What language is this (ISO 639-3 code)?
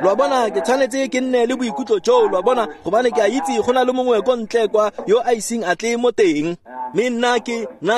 tsn